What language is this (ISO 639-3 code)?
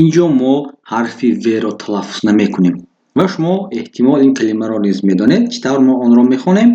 tgk